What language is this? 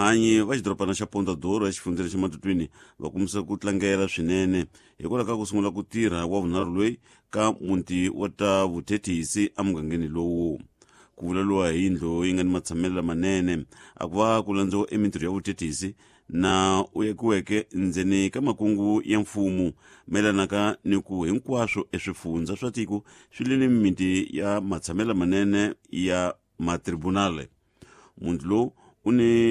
Tsonga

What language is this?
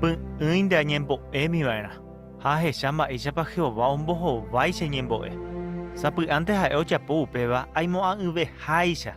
Guarani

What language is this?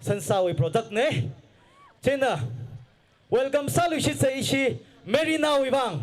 Tangkhul Naga (India)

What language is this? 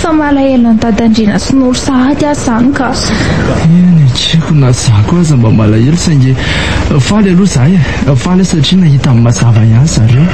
Malagasy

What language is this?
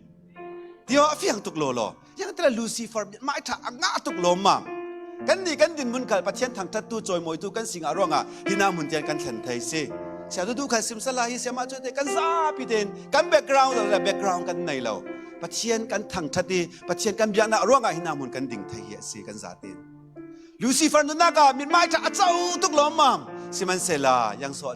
Falam Chin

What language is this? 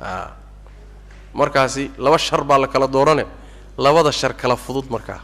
Somali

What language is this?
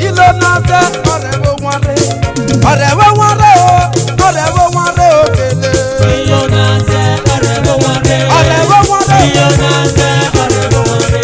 Esan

